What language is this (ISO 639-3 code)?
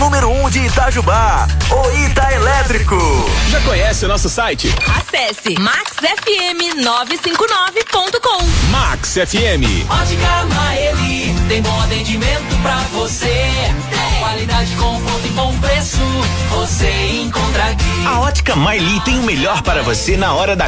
por